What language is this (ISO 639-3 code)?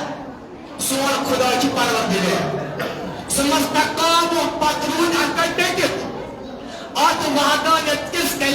kas